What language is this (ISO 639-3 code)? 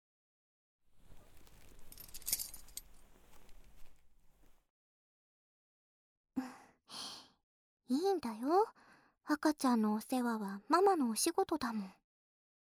jpn